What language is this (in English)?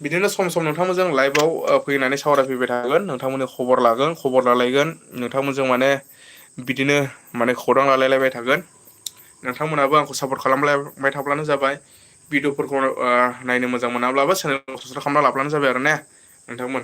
Bodo